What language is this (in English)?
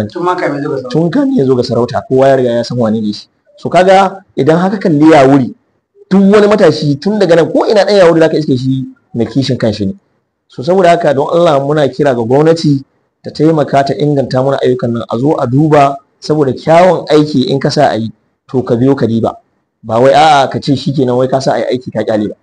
Hausa